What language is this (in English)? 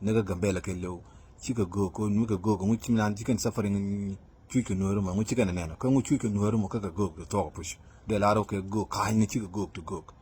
Nuer